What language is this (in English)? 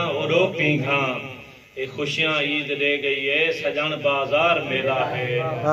Saraiki